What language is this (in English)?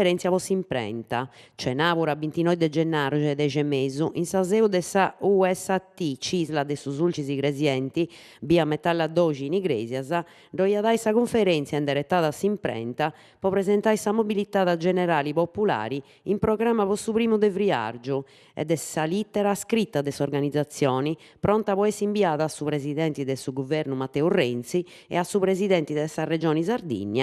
Sardinian